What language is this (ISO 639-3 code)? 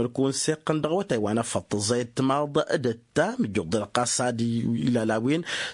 taq